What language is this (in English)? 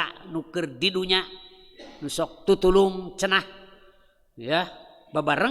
Sundanese